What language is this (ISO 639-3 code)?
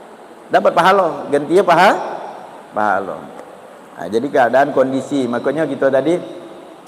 mui